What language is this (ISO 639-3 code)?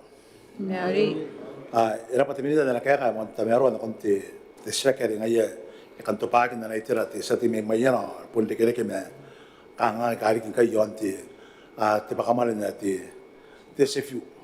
gil